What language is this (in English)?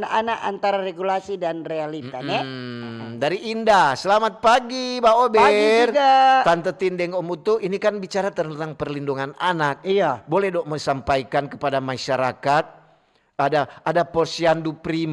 Manado Malay